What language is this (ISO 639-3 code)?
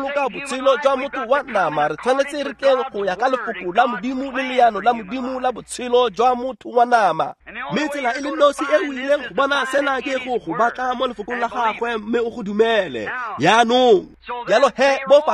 tsn